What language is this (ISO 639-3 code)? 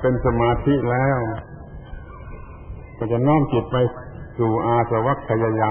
tha